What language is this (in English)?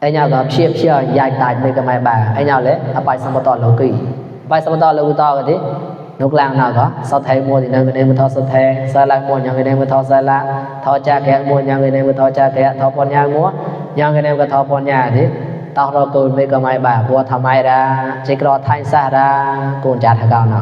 Mon